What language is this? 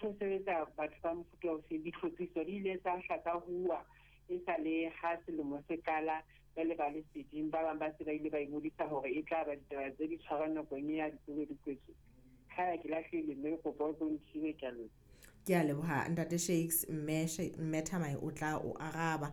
Southern Sotho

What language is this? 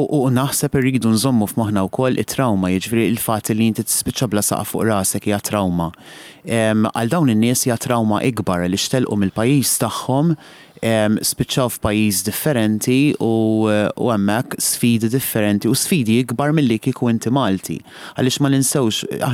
Maltese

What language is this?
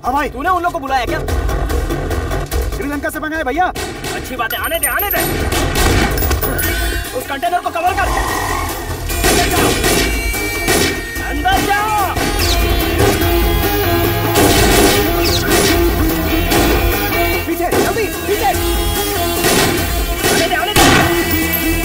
Hindi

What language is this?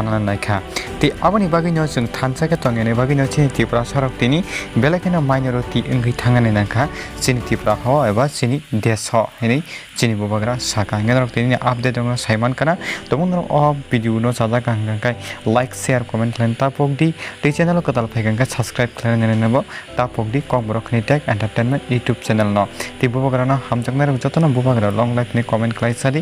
Kok Borok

